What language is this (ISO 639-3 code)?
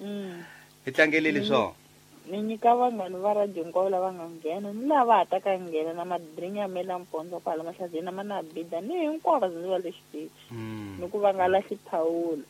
tso